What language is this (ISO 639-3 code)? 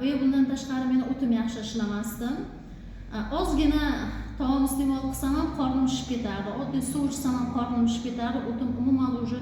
uzb